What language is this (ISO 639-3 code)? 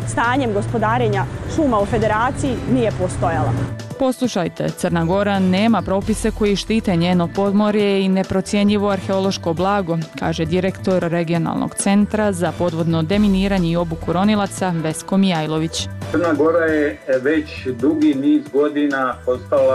bos